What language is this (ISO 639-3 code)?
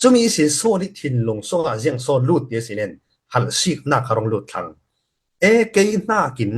cfm